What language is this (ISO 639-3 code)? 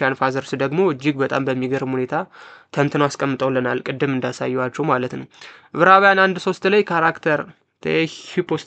amh